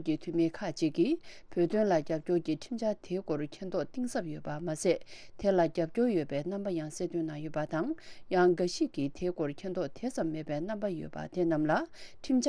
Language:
Tibetan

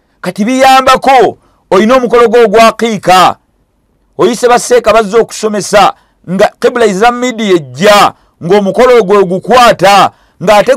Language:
Ganda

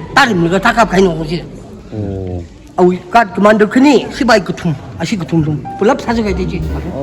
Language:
Tangkhul Naga (India)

